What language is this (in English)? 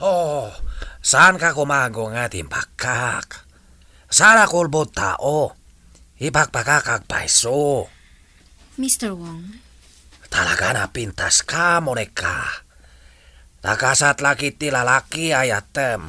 Iloko